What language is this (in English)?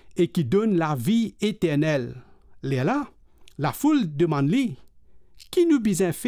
Morisyen